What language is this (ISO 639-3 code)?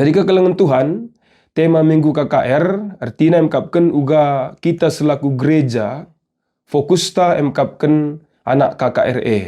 btx